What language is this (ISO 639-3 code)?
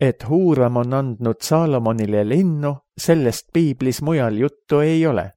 est